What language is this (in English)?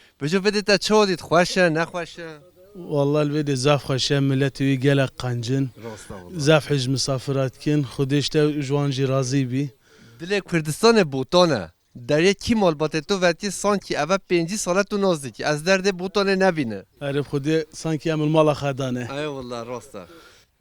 Kurdish